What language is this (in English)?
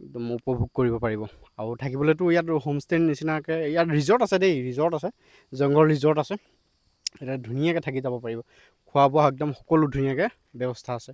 Assamese